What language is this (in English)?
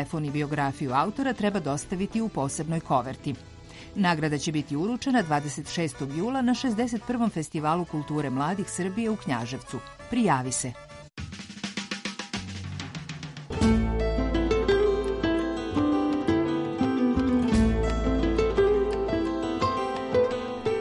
Serbian